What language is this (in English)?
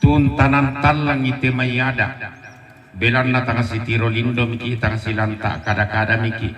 Toraja-Sa'dan